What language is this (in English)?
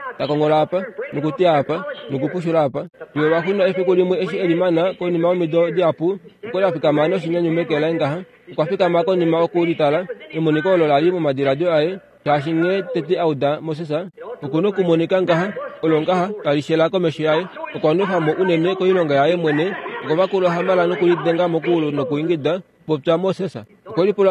Kuanyama